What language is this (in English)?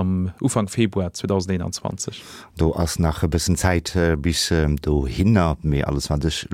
Luxembourgish